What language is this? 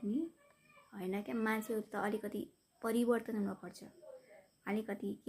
Nepali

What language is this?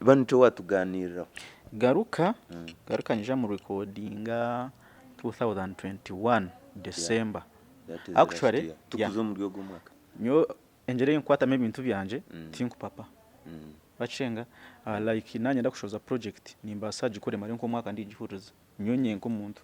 Nyankole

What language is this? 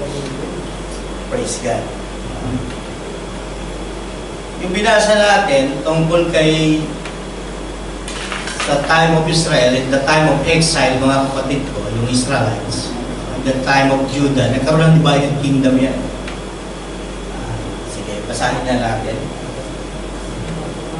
Filipino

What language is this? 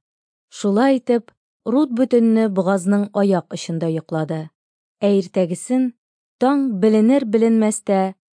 Tatar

